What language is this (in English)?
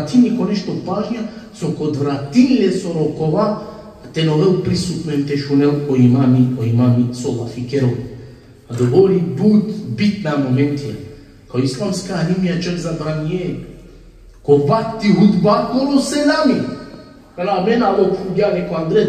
Balkan Romani